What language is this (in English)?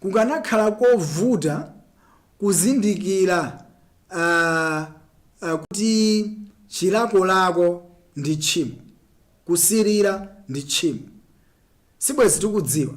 Nyanja